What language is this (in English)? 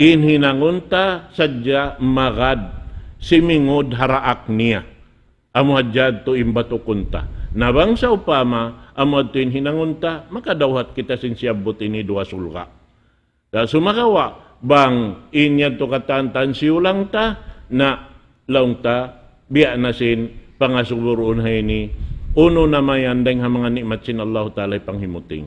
Tausug